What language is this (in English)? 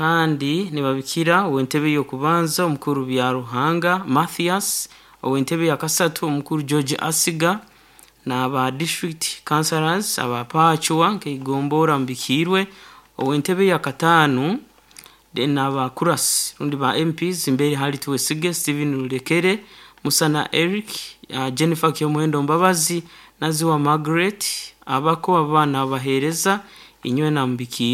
Nyankole